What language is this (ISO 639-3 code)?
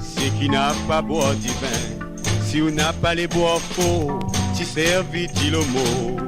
mfe